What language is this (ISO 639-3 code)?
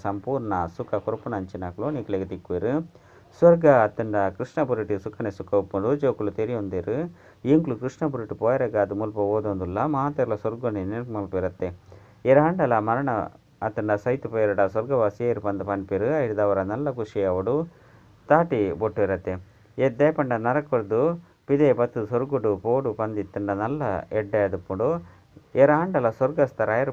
tcy